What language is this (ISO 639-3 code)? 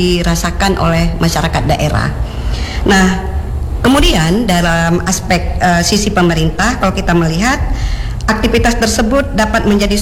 ind